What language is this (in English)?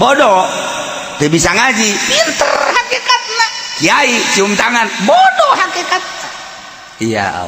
Sundanese